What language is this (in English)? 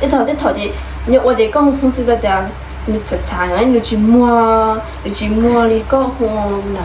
Hmong